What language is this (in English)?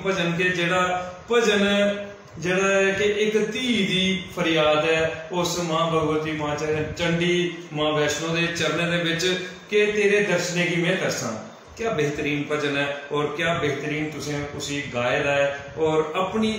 Dogri